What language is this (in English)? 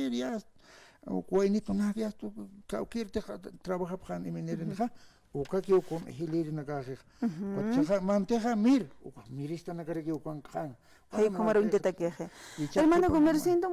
Aymara